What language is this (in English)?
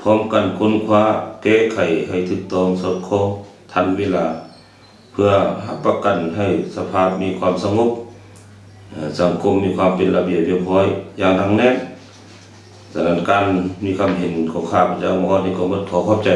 Lao